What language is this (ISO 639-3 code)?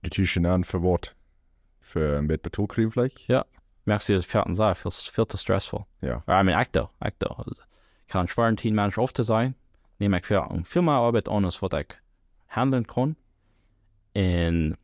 pdt